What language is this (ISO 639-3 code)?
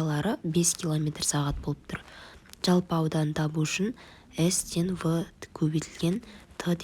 kaz